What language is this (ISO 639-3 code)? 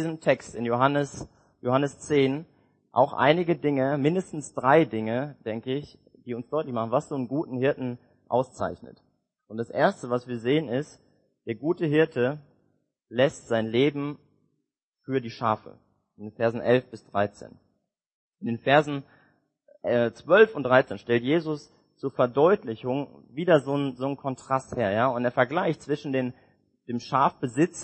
deu